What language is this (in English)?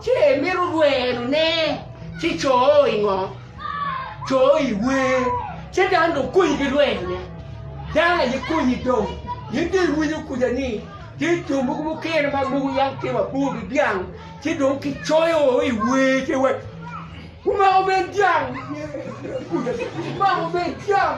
Acoli